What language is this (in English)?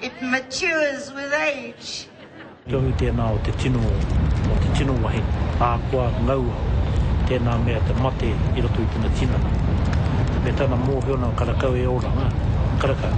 Māori